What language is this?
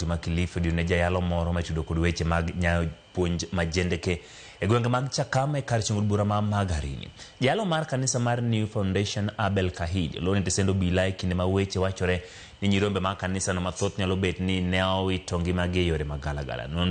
Luo (Kenya and Tanzania)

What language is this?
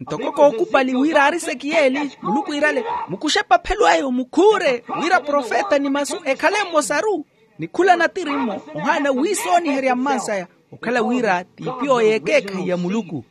Makhuwa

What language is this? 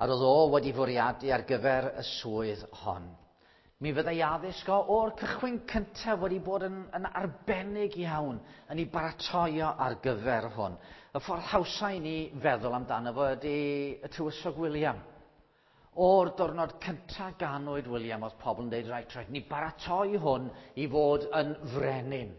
Welsh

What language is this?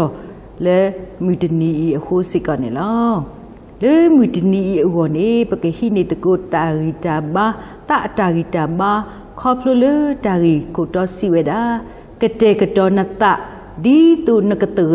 S'gaw Karen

